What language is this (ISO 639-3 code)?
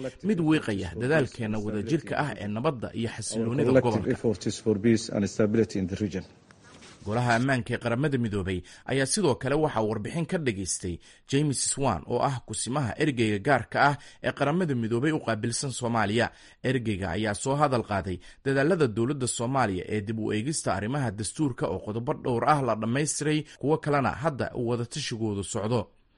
som